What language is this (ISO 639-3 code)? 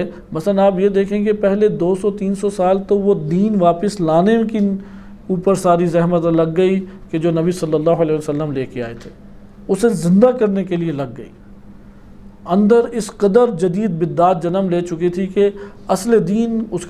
urd